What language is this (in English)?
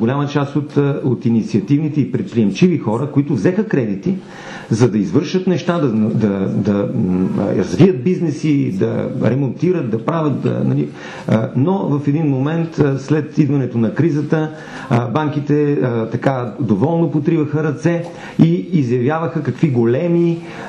Bulgarian